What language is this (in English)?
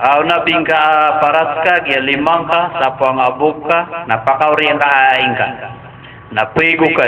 Maranao